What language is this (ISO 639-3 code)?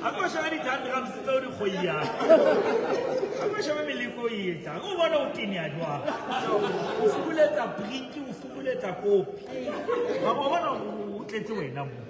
sot